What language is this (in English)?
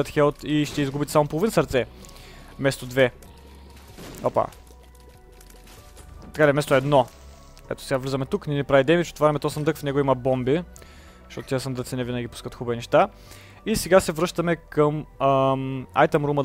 Bulgarian